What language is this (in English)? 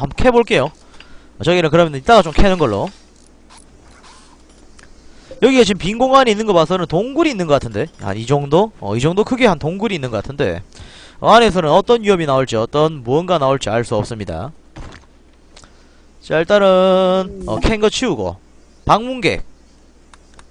Korean